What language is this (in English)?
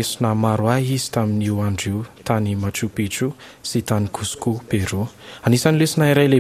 Malagasy